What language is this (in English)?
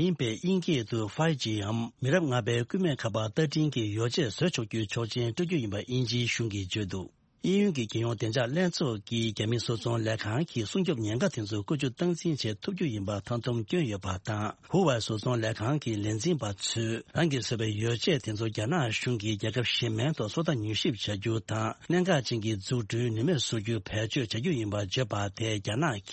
Tibetan